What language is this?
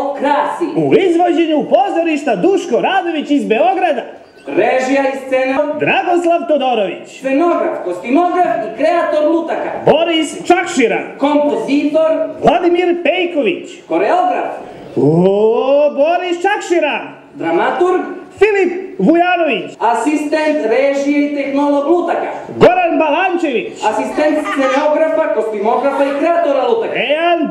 Serbian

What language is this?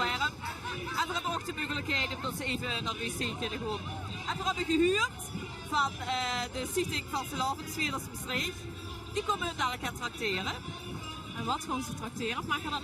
Limburgish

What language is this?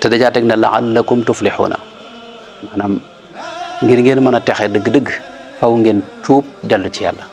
Wolof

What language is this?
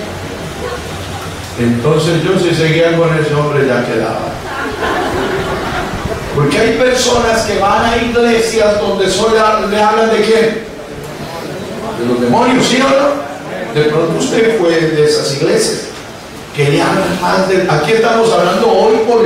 Spanish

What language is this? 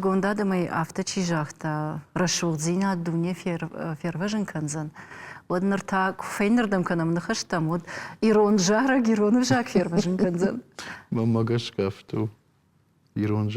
Ossetic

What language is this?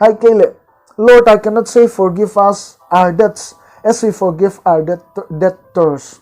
Paite Chin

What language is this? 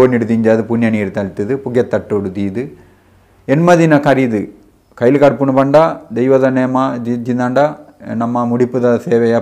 Tulu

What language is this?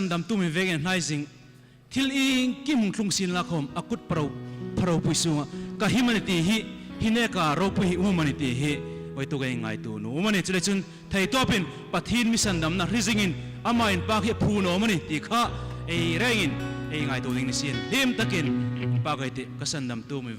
Hmar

